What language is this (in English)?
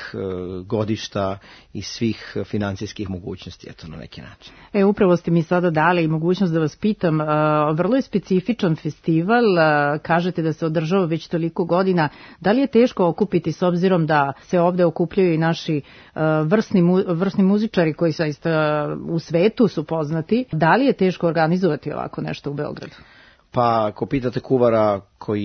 Serbian